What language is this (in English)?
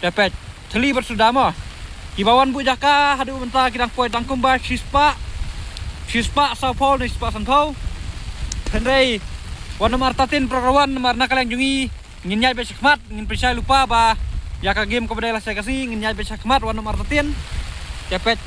Khasi